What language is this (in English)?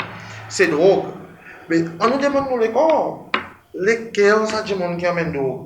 Seselwa Creole French